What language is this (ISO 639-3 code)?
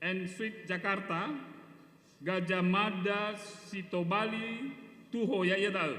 nia